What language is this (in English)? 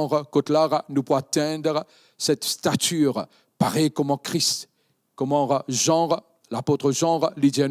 Morisyen